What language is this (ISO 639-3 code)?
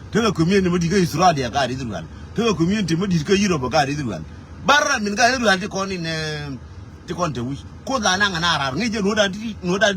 nus